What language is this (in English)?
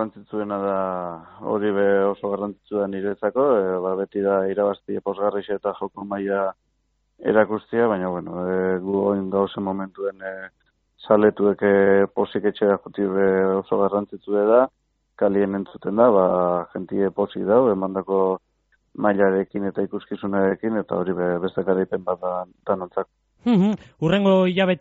Basque